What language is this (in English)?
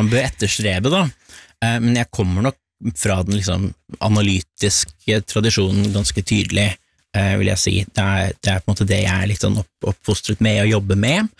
Norwegian